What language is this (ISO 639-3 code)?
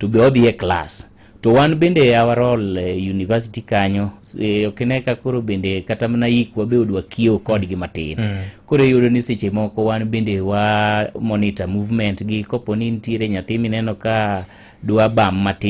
luo